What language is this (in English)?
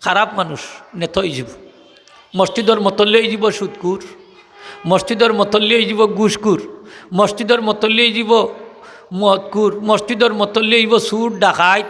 Sylheti